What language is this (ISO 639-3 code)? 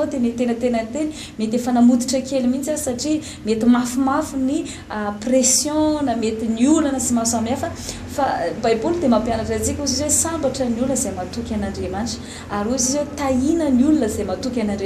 mlg